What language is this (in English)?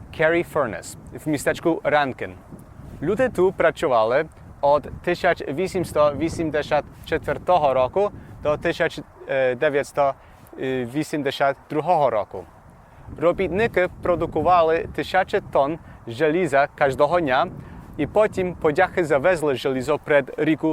Rusyn